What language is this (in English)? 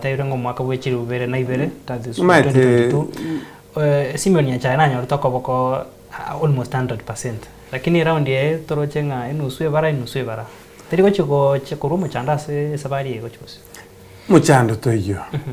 Gusii